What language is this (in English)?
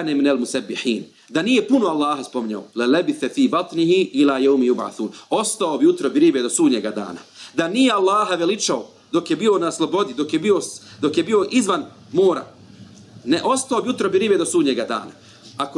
Bosnian